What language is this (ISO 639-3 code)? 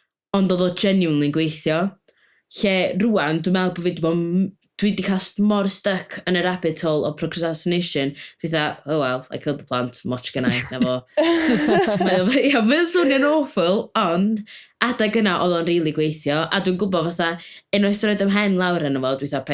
cym